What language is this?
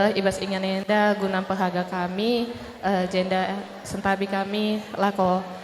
Batak Karo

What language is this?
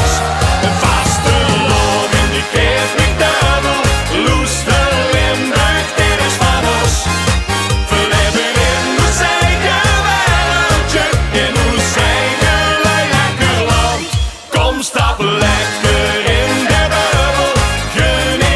Limburgish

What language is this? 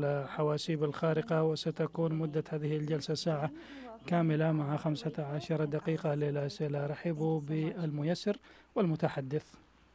Arabic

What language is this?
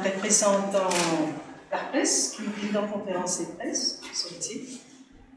Morisyen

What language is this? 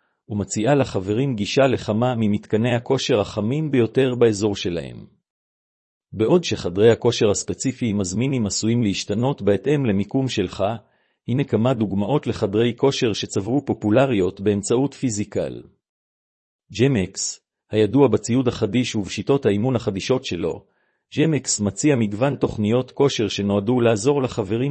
Hebrew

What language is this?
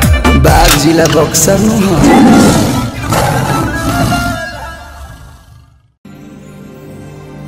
Bhojpuri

